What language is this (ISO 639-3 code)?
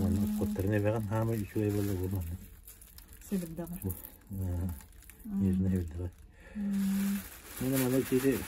sah